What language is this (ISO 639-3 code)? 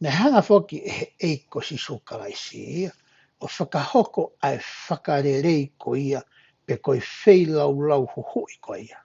ton